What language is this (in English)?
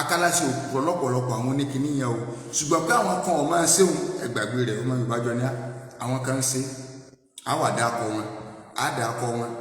Yoruba